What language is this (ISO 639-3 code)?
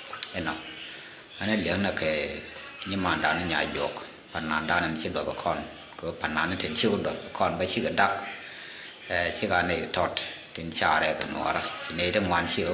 nus